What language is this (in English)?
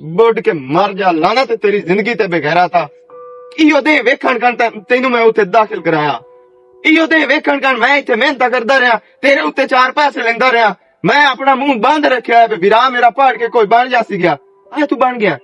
Western Panjabi